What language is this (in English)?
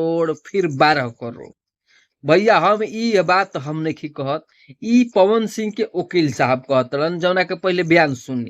Bhojpuri